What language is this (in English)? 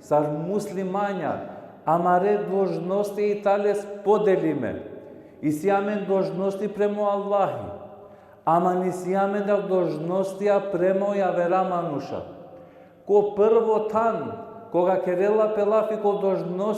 Balkan Romani